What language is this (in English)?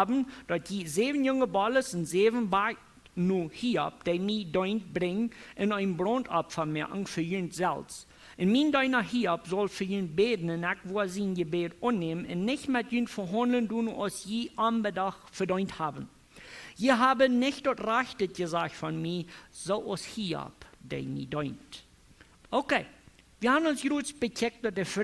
Plautdietsch